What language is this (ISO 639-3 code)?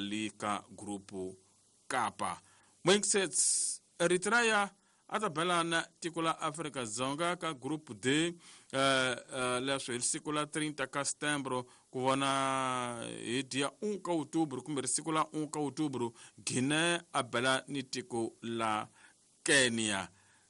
tso